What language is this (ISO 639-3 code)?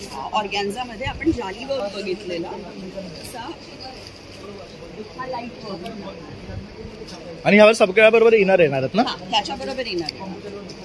mar